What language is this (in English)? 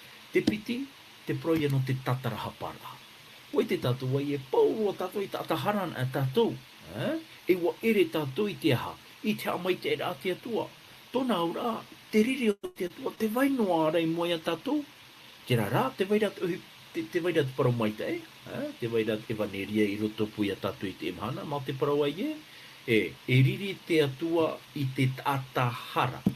Tahitian